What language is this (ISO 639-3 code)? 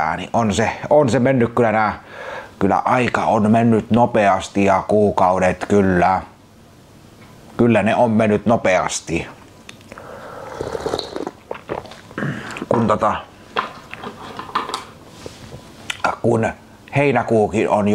fin